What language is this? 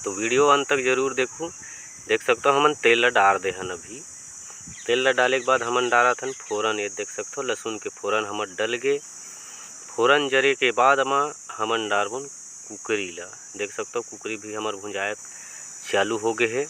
Chhattisgarhi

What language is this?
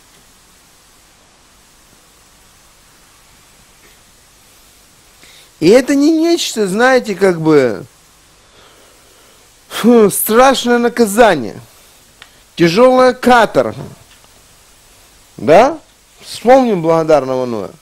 Russian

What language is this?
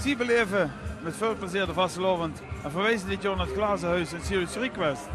Limburgish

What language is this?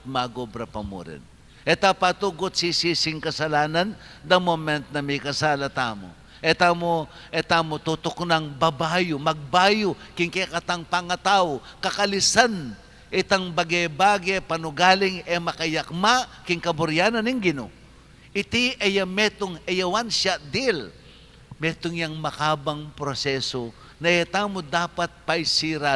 Pampanga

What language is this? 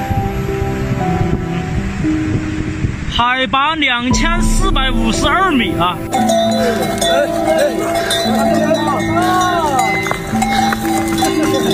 Chinese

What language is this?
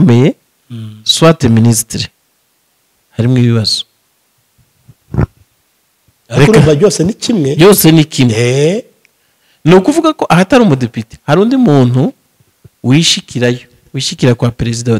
Kinyarwanda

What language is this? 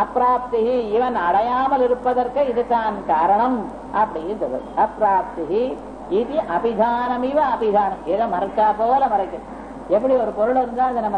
Tamil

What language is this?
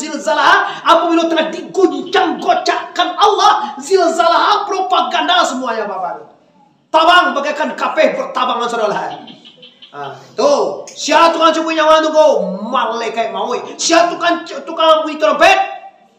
Minangkabau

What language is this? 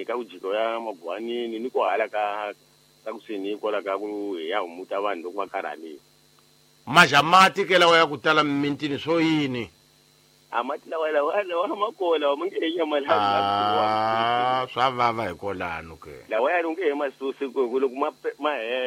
Tsonga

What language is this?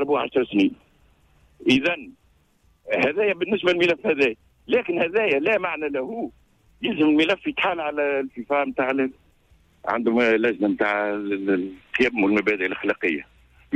Tunisian Arabic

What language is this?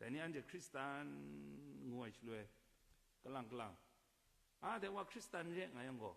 Kachin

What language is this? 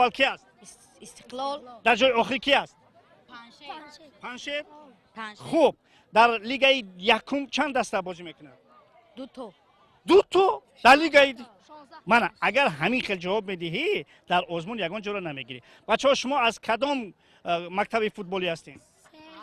Tajik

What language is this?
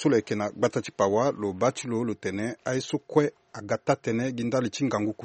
Sango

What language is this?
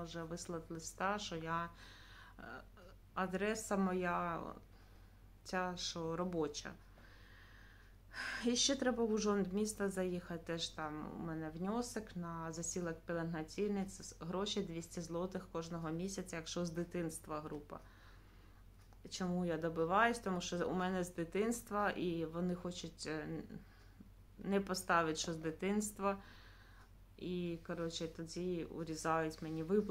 Ukrainian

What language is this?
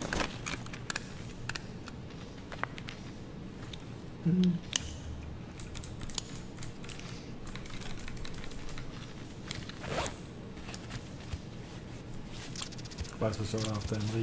Danish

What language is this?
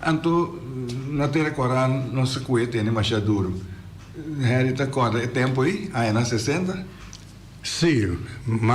Papiamento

